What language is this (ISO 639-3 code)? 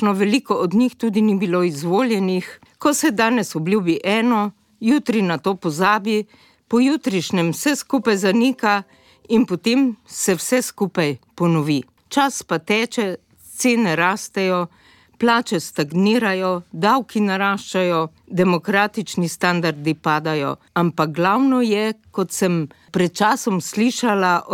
slv